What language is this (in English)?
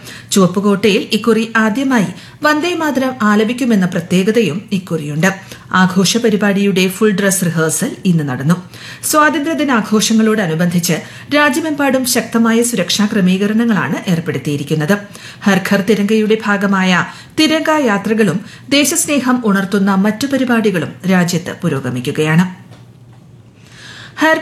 Malayalam